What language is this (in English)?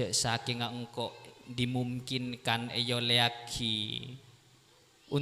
Madurese